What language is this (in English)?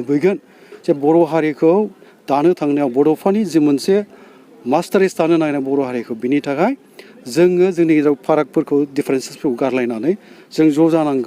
Bodo